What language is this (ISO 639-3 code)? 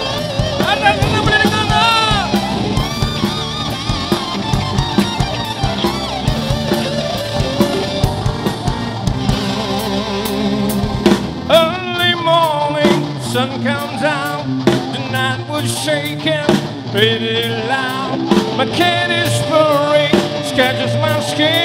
msa